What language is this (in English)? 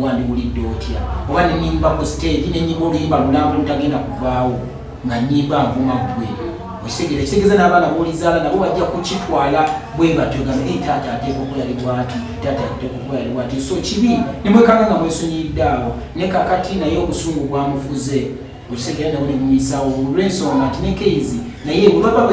Ganda